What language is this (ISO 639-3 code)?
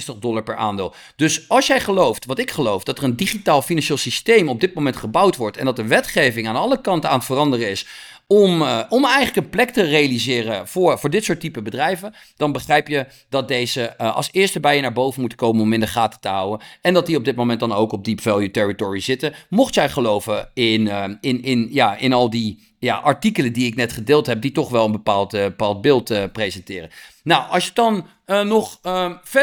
nld